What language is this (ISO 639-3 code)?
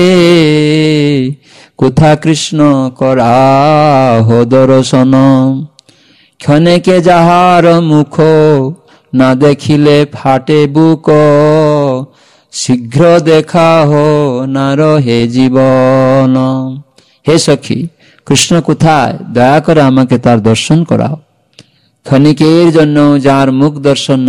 ben